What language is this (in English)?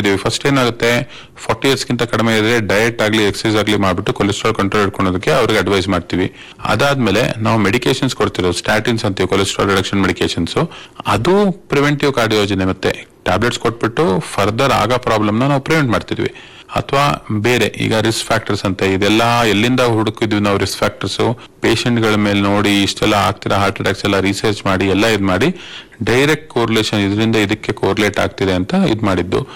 Kannada